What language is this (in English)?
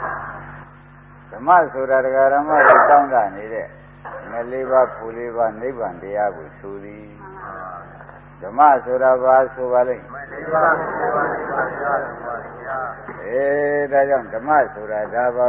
Burmese